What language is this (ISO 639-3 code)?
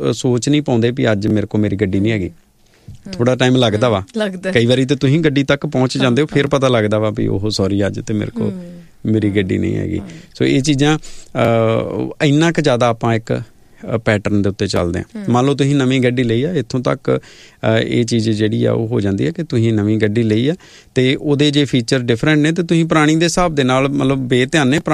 pan